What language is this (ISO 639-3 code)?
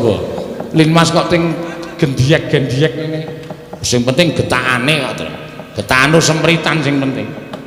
jav